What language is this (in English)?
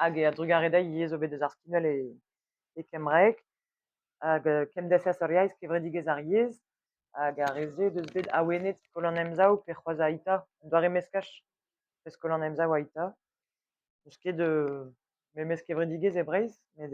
Breton